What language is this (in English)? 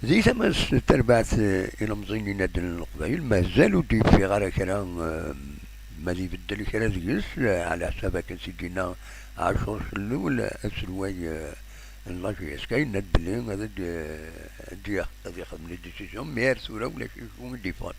Kabyle